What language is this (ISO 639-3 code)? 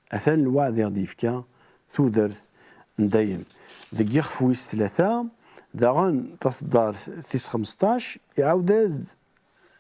kab